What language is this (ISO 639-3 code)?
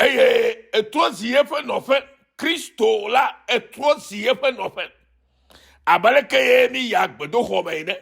ewe